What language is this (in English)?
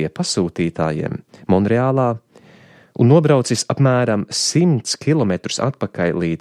Latvian